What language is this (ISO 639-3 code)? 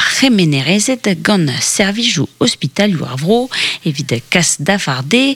bre